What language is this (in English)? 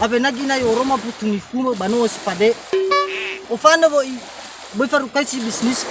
Nias